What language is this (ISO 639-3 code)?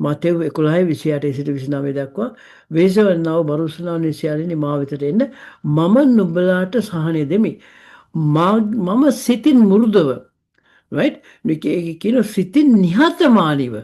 sin